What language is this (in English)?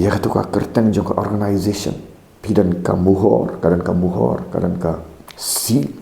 Khasi